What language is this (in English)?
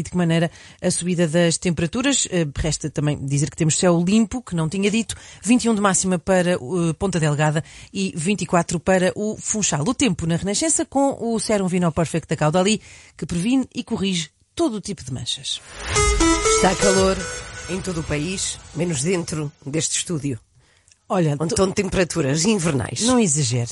Portuguese